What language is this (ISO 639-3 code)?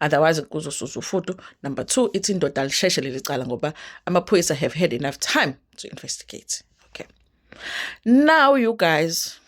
zul